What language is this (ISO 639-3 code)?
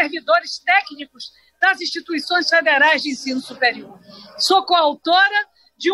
por